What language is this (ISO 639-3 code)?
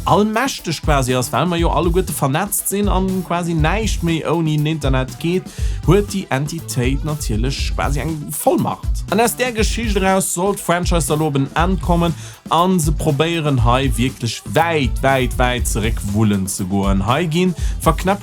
ltz